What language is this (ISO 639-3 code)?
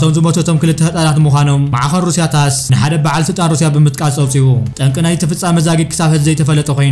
tir